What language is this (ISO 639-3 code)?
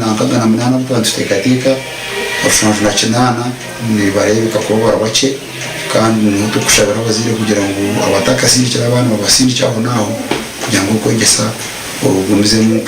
nyn